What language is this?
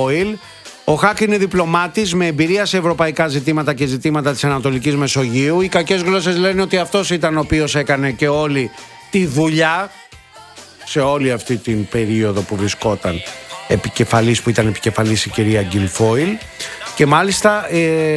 Greek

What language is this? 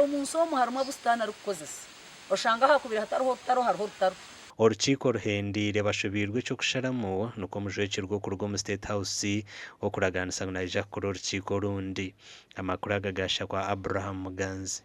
Nyankole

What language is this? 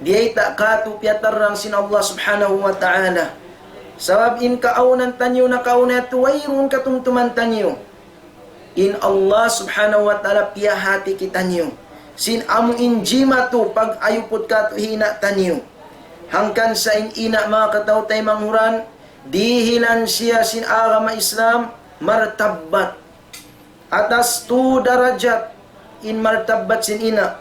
Tausug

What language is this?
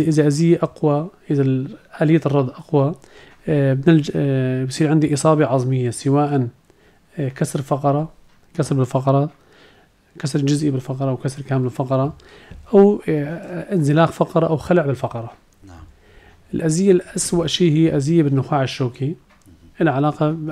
North Levantine Arabic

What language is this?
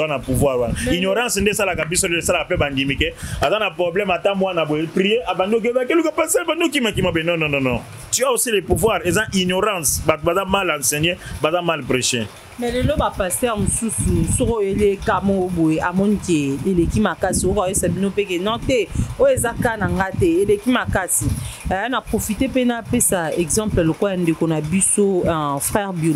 Lingala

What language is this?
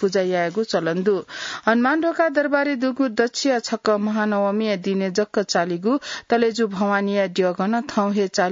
Newari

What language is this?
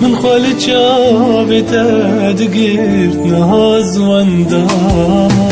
Kurdish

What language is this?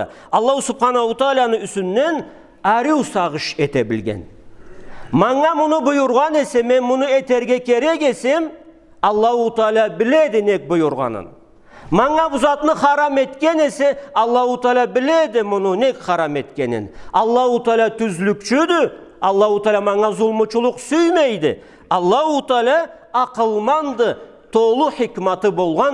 Karachay-Balkar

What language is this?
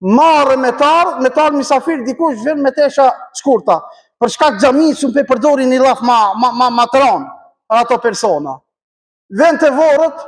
Albanian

